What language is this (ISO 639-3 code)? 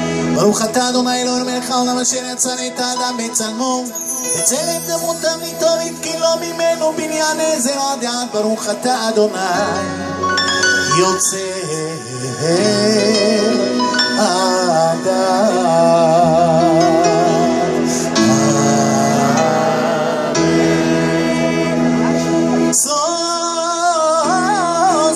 heb